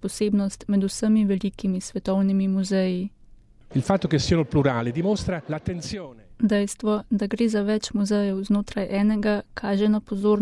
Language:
Slovenian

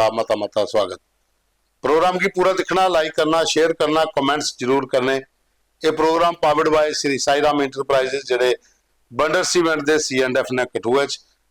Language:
Dogri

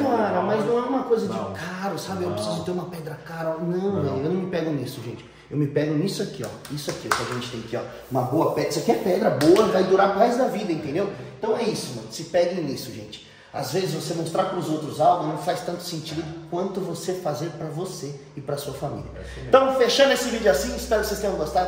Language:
Portuguese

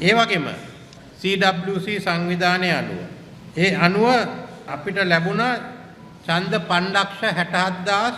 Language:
Sinhala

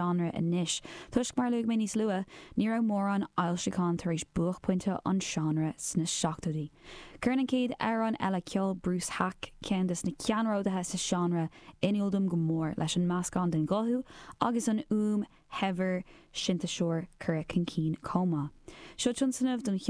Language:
Irish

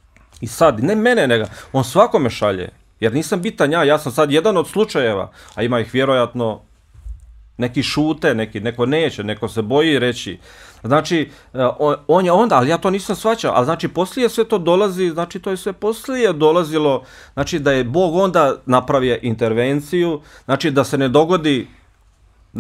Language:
Bosnian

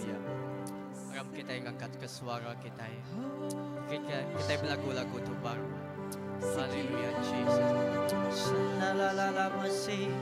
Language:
Iban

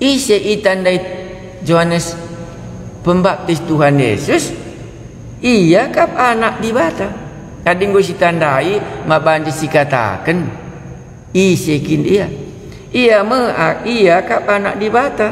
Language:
Batak Karo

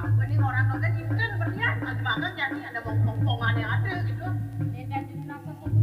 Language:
Balinese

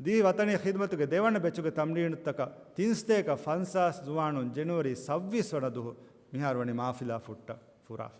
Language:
Divehi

